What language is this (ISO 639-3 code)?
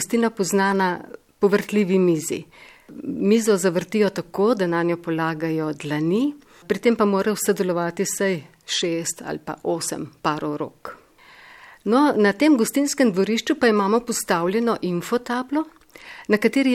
slv